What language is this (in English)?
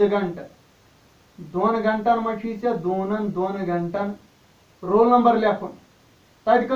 Kashmiri